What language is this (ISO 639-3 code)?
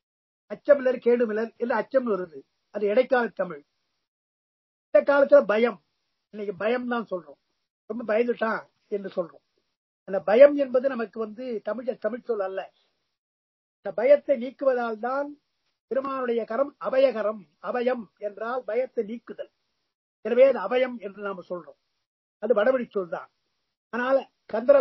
tam